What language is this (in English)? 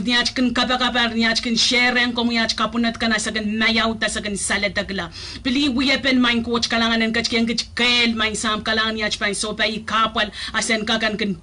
Pohnpeian